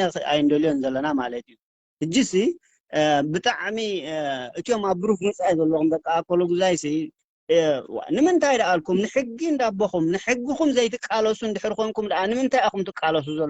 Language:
Tigrinya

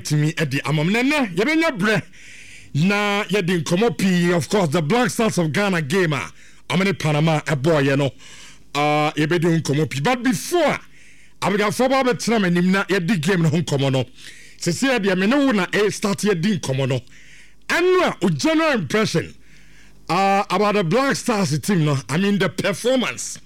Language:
Akan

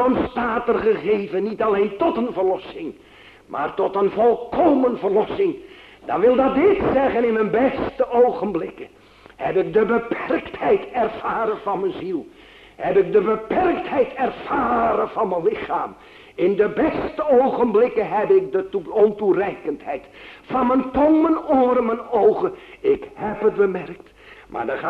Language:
Dutch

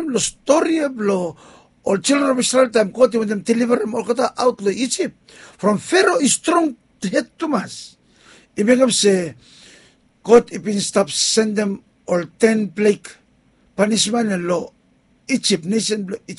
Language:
Bislama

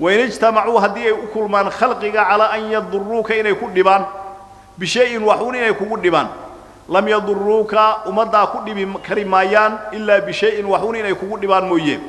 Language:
Somali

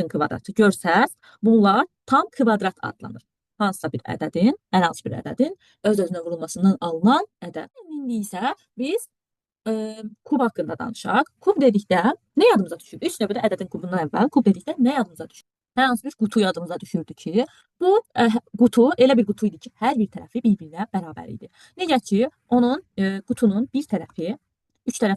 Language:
Azerbaijani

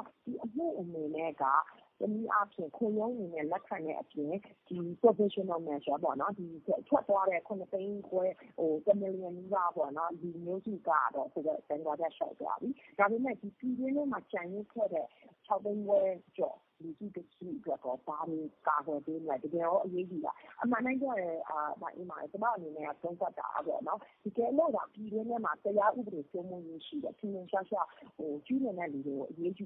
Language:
Burmese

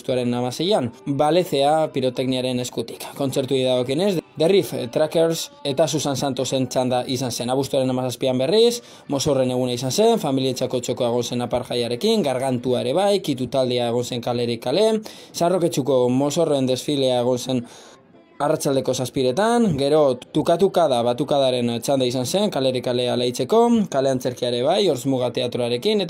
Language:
Basque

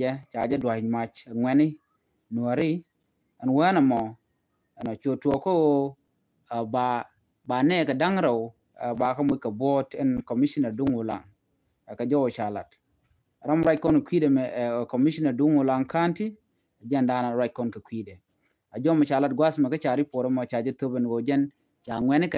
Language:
Nuer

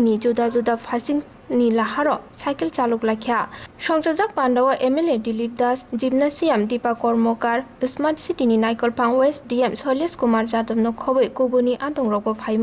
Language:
Kok Borok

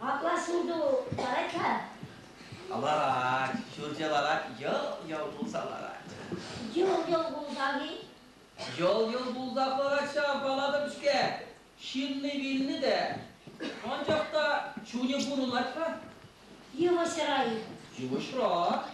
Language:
Chuvash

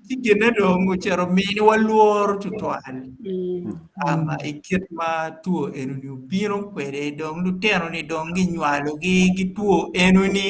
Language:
Acoli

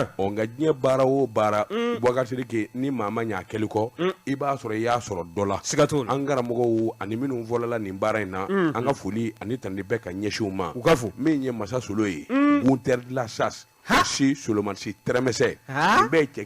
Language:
Bambara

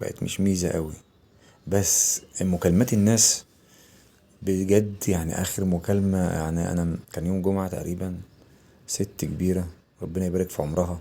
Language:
Egyptian Arabic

